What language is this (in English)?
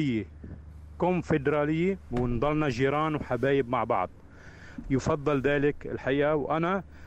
North Levantine Arabic